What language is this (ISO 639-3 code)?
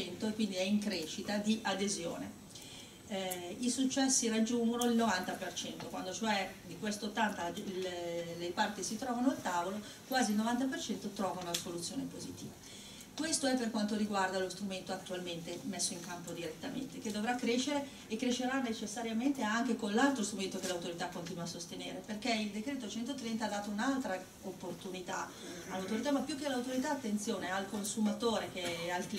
ita